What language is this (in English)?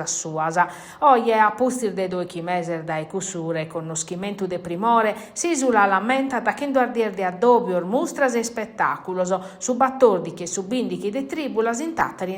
Sardinian